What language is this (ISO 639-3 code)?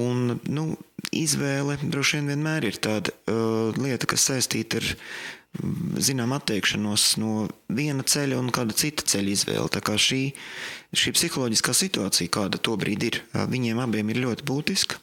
lav